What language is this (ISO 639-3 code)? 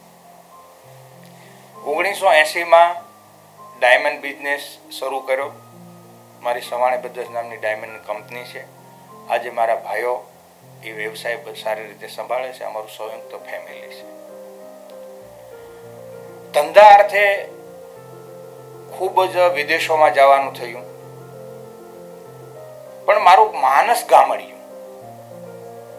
guj